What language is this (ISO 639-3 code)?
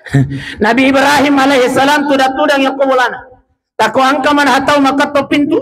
bug